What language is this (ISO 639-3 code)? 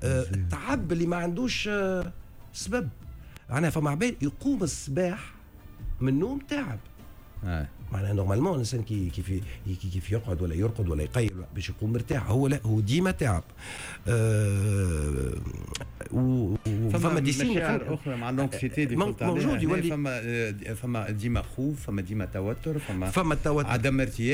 aeb